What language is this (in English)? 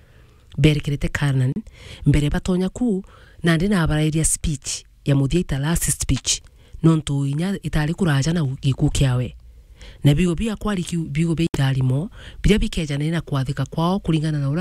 Meru